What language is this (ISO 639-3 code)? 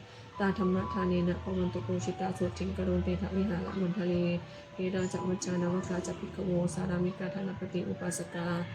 pli